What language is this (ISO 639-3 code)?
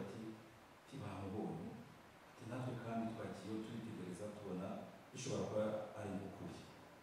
kin